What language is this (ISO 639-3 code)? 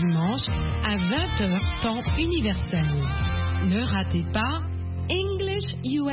fra